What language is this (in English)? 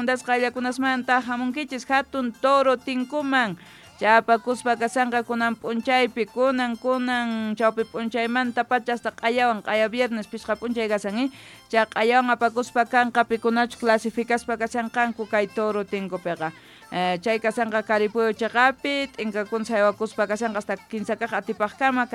Quechua